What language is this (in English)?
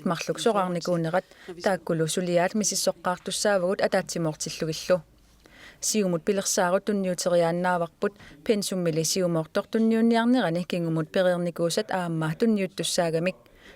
Kalaallisut